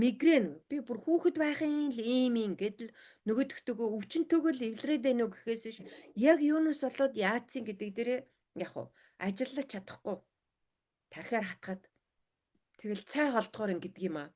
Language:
Mongolian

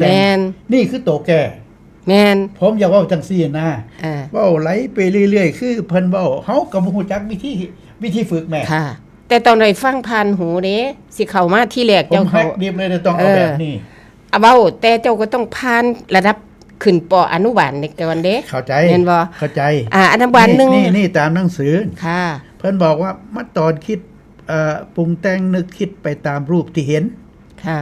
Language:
Northeastern Thai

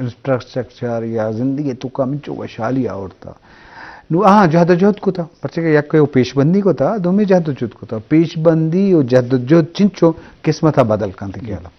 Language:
Eastern Balochi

